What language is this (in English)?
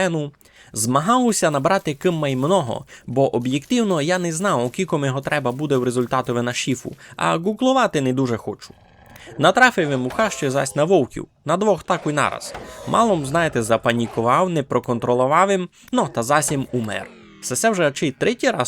Rusyn